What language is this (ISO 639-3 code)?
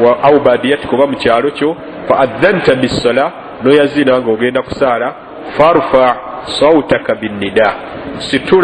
lug